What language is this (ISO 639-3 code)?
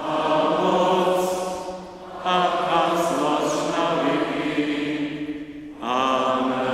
hsb